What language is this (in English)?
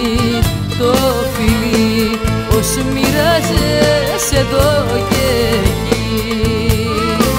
Greek